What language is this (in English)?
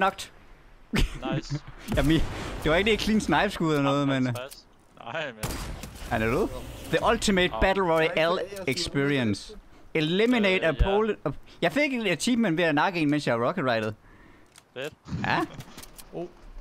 Danish